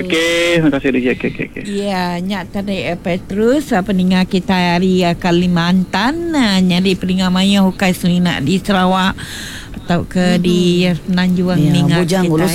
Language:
Iban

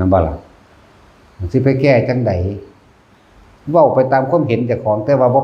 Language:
Northeastern Thai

